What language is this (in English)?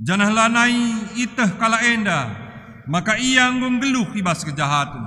Batak Karo